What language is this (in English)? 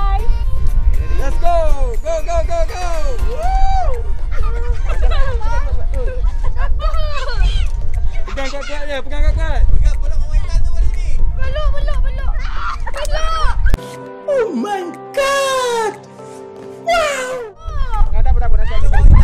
Malay